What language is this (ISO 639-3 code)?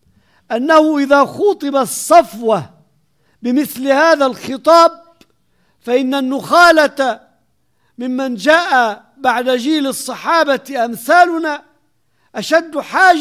ara